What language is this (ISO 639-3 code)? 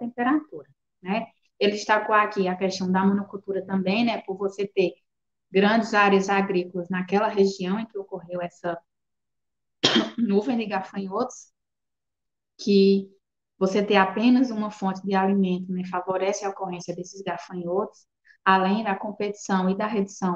por